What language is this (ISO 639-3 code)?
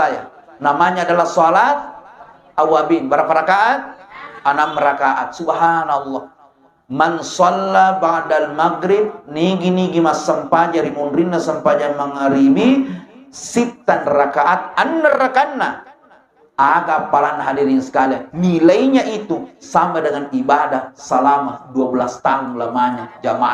bug